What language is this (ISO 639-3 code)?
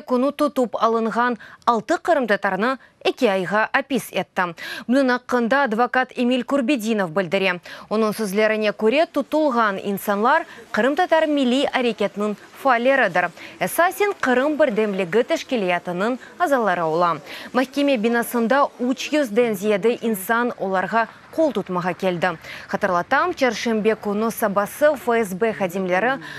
crh